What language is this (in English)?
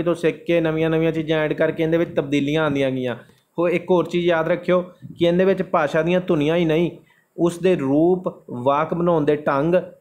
Punjabi